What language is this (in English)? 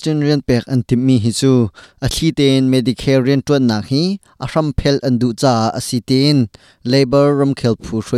Hakha Chin